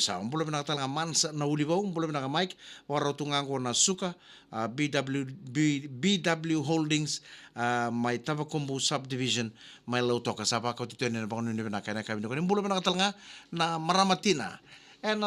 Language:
Fijian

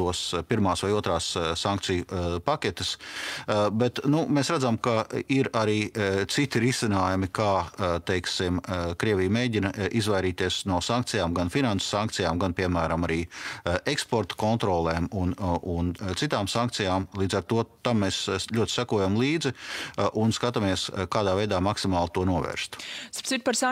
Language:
Latvian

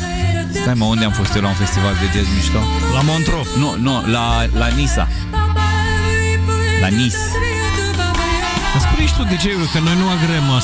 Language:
Romanian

